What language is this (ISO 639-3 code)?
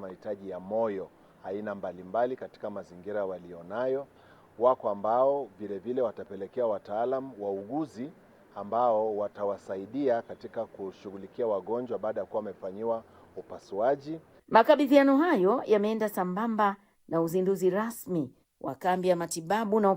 swa